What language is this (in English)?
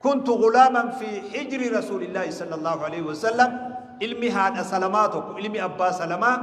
Oromo